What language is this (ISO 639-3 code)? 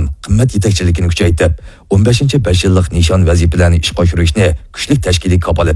uig